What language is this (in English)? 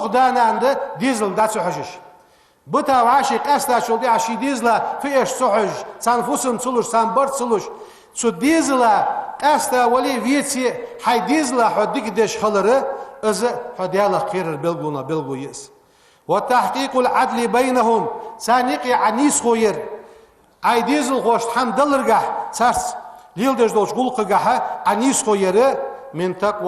Ingush